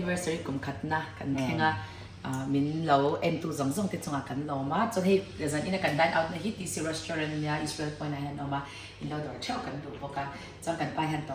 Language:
Mizo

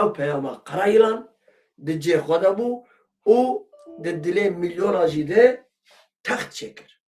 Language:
Kurdish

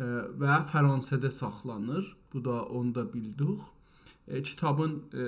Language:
South Azerbaijani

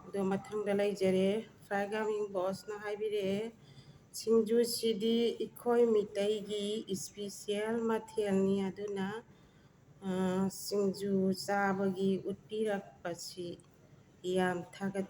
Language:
Manipuri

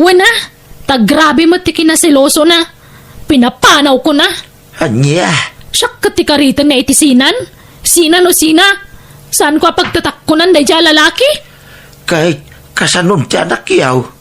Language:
Iloko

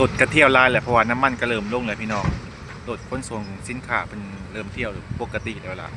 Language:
Lao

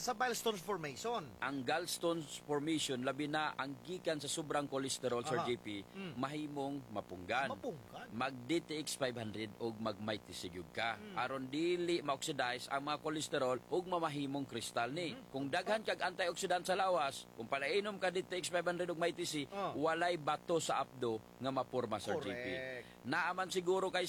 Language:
Cebuano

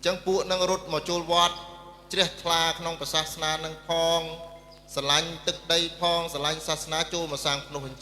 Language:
Khmer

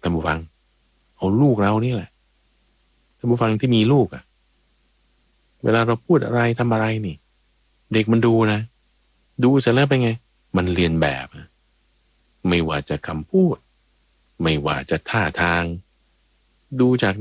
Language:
Thai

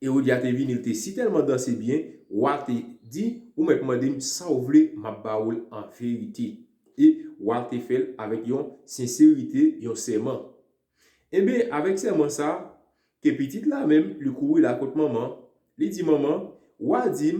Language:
Haitian Creole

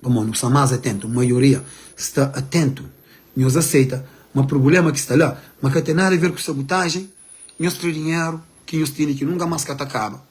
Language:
Kabuverdianu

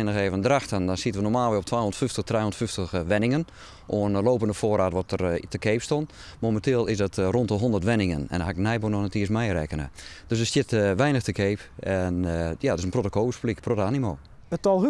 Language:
Western Frisian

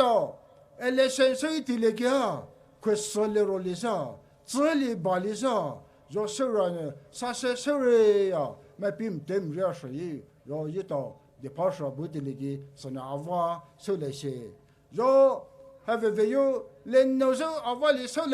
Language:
Poumei Naga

